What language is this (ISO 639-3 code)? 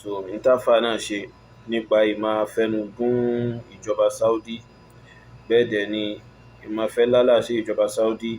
yor